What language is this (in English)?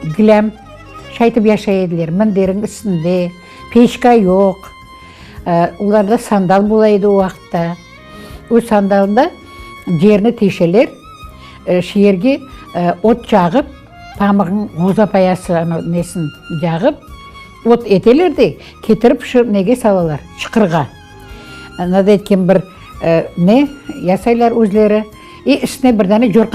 Crimean Tatar